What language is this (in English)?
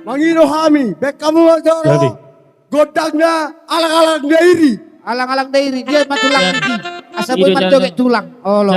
Batak Toba